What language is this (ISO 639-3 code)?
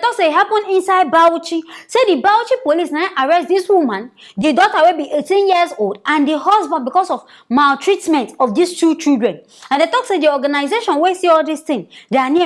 pcm